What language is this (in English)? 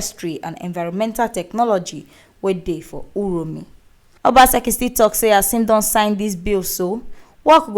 Nigerian Pidgin